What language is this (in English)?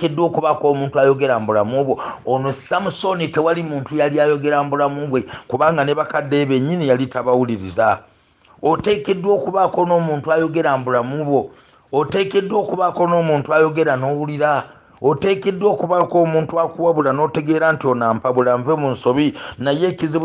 Ganda